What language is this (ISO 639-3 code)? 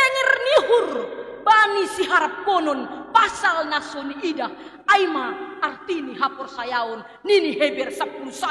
bts